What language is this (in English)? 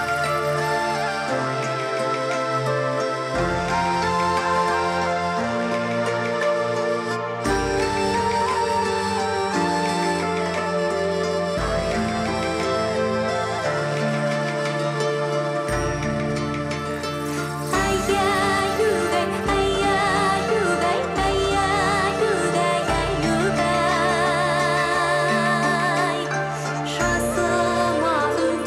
Kazakh